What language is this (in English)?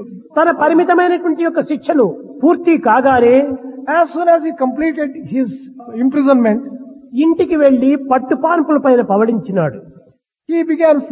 Telugu